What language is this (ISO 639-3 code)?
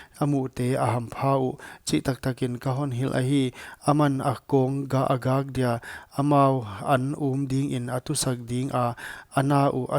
pck